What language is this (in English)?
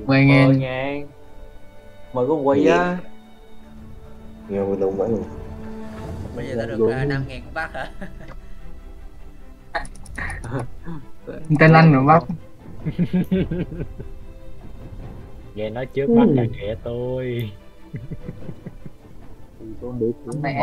Vietnamese